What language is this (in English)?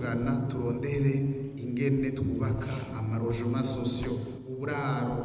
Rundi